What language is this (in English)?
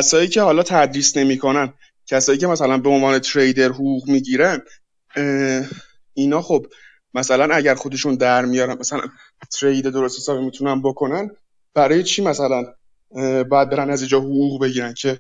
Persian